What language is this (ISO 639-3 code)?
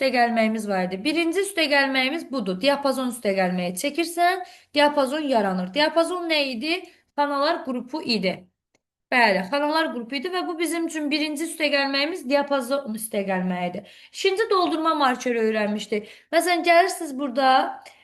aze